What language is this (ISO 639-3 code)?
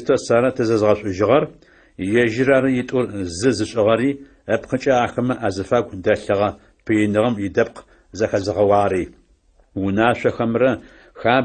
ady